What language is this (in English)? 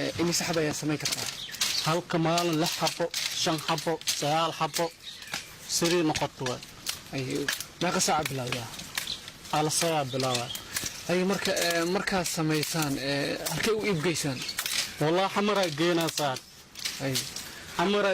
Somali